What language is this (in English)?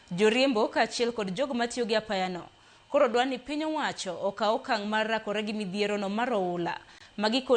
Luo (Kenya and Tanzania)